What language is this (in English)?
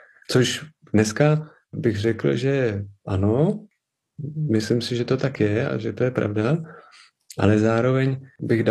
Czech